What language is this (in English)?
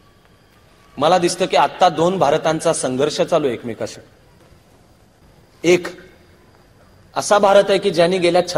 Marathi